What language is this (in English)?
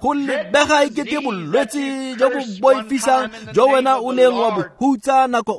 Tswana